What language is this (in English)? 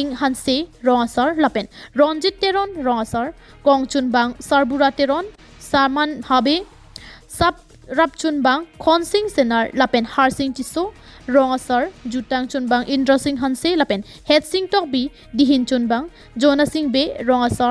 Karbi